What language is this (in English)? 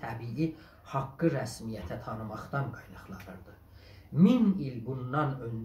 South Azerbaijani